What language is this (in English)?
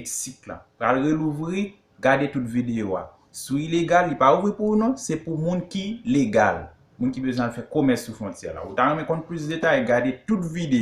Haitian Creole